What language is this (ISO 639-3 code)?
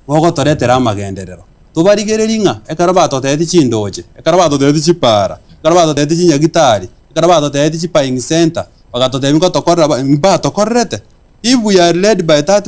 guz